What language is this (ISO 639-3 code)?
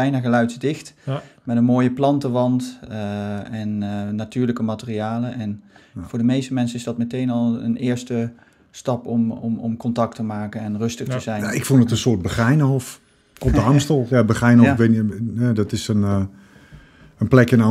nld